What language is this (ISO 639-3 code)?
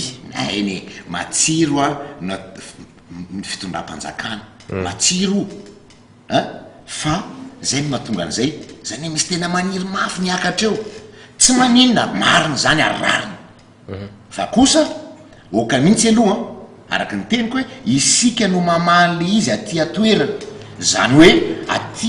mlg